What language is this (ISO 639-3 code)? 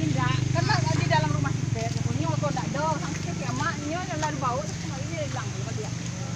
min